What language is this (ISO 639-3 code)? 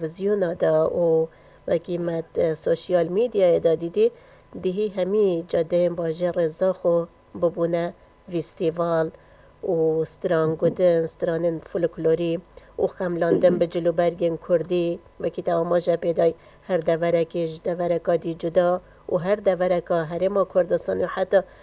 kur